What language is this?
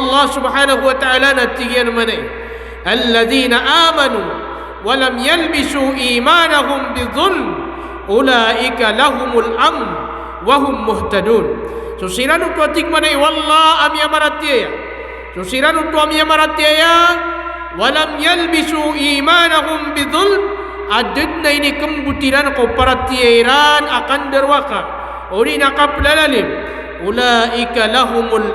Maranao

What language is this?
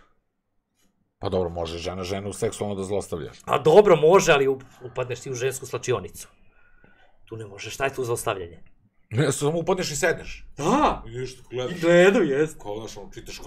Serbian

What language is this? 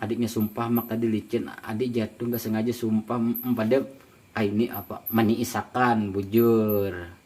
Banjar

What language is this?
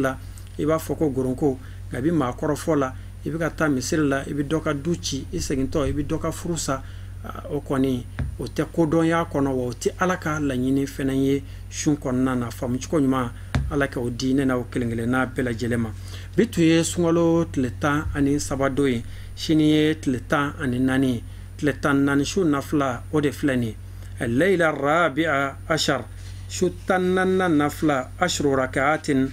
Bambara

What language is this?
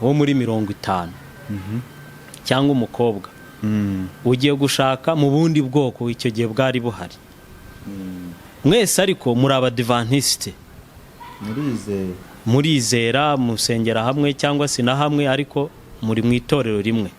Kinyarwanda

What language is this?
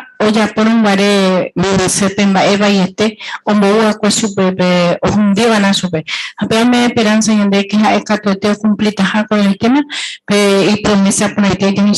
Guarani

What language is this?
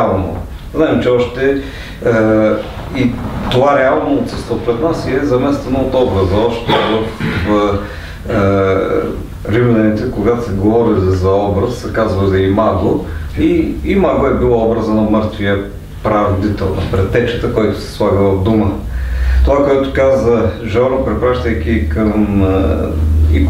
Bulgarian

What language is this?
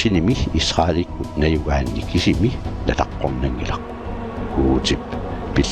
Kalaallisut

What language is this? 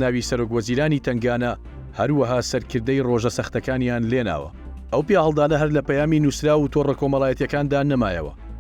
Central Kurdish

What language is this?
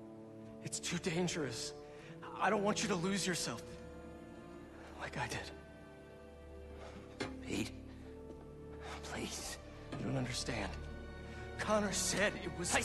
English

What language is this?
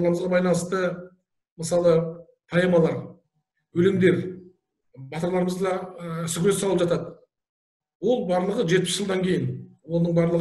Kazakh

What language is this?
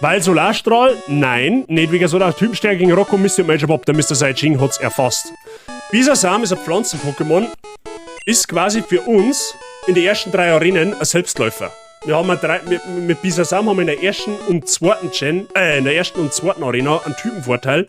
Bavarian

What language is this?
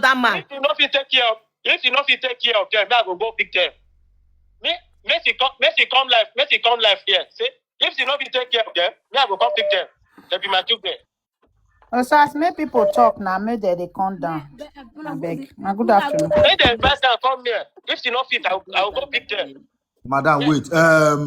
Nigerian Pidgin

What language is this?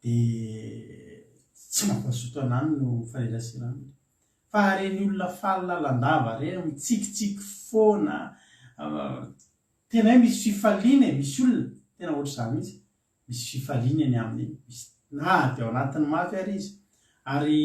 Malagasy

